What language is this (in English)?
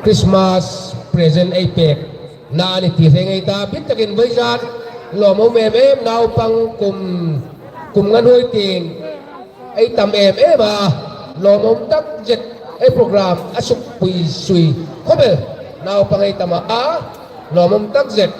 Hmar